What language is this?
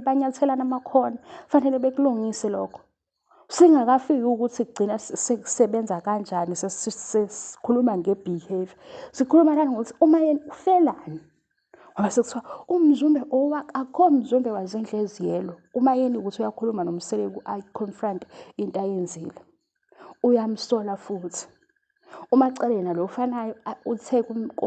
Zulu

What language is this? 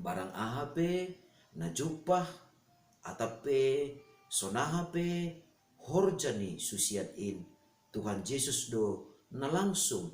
Batak Simalungun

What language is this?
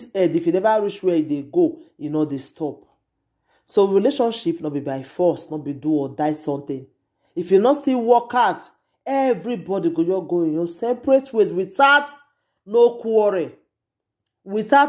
Nigerian Pidgin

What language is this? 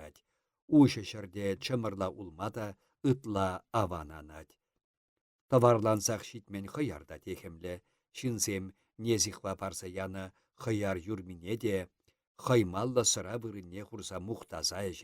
Chuvash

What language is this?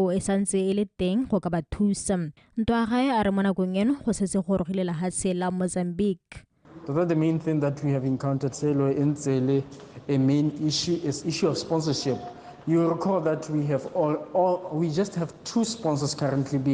Tswana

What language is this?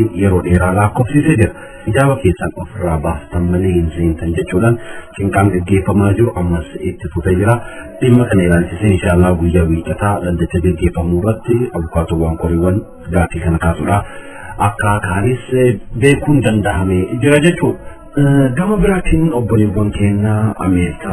Oromo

